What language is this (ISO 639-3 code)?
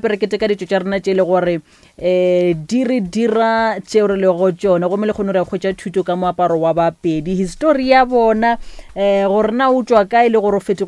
nso